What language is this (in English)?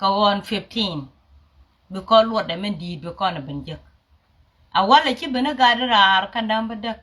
Nuer